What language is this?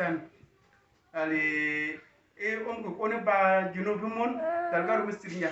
Uduk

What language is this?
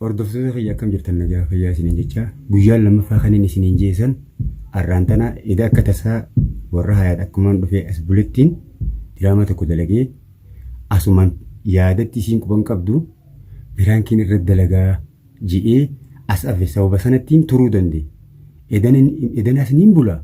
Oromo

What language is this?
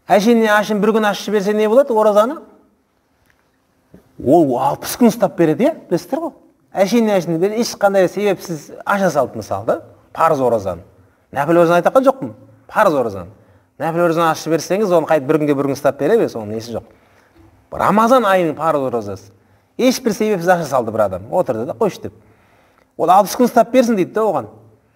Kazakh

